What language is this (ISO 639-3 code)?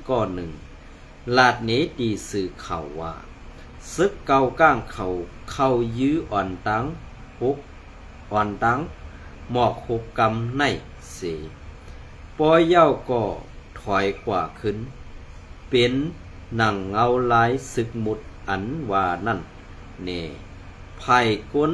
shn